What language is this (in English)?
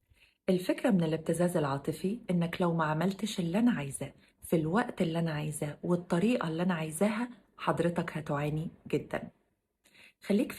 Egyptian Arabic